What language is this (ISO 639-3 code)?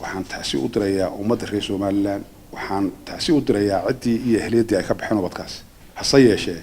som